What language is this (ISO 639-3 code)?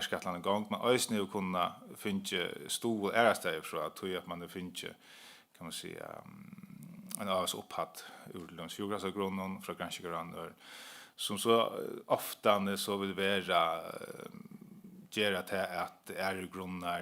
fao